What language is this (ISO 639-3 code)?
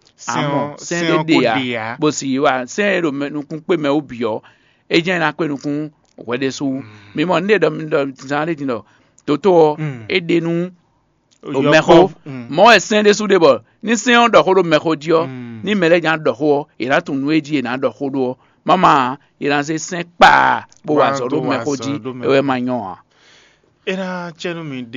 fon